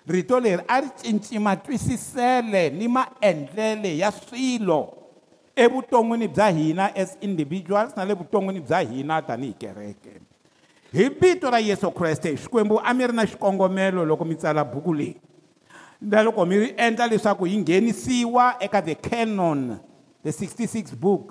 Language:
Tsonga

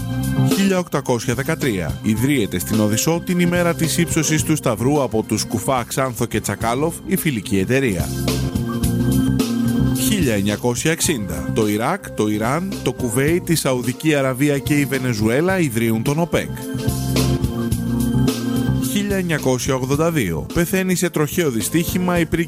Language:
Greek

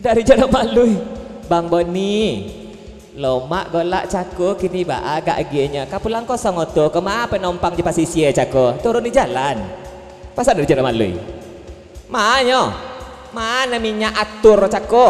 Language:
Minangkabau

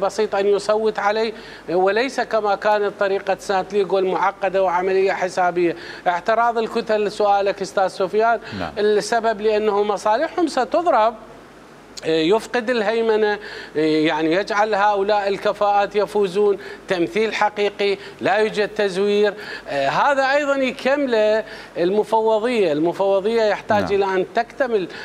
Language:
Mesopotamian Arabic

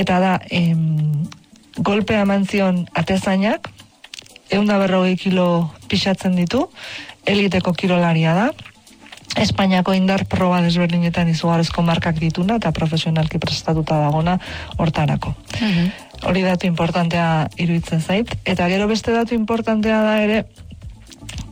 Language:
Basque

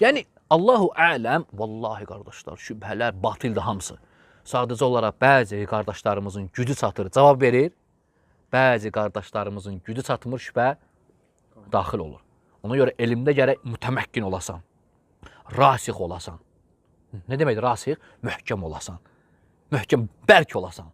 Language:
Azerbaijani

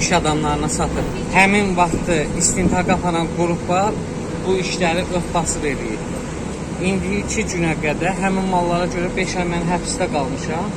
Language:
Azerbaijani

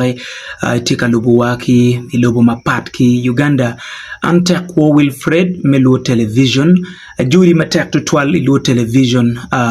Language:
Acoli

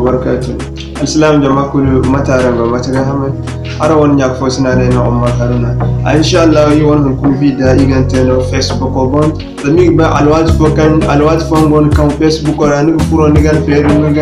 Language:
Zarma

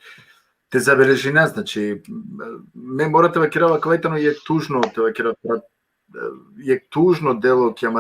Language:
Balkan Romani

